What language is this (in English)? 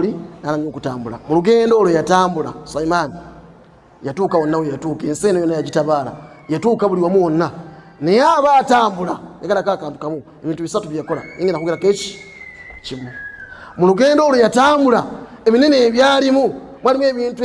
Ganda